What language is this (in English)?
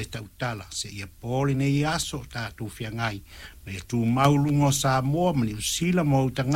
Samoan